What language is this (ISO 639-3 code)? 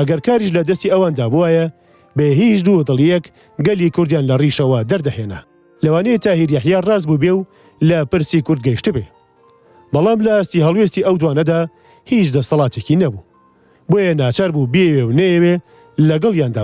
ckb